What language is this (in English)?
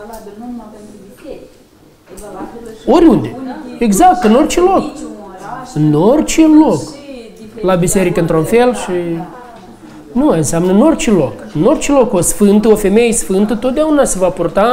Romanian